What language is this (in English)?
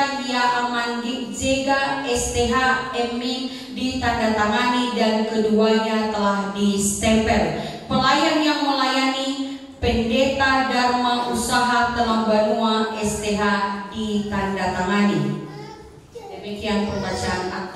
Nias